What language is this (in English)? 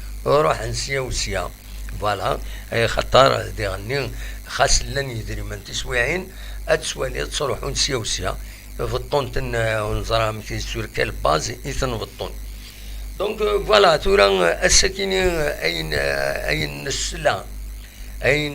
Kabyle